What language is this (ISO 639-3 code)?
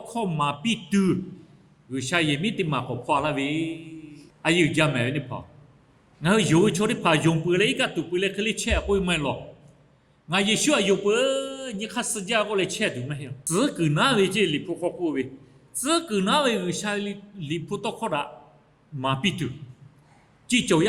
lhu